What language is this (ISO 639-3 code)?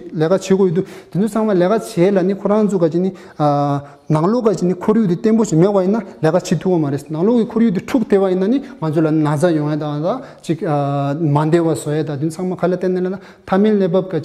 bod